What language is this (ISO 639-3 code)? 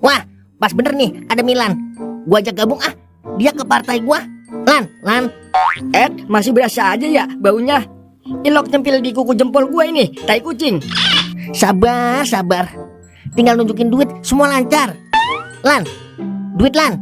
bew